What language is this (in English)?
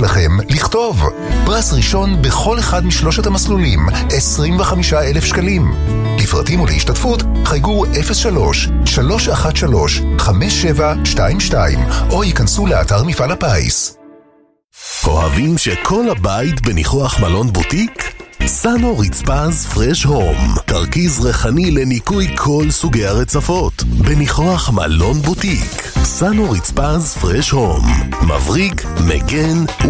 Hebrew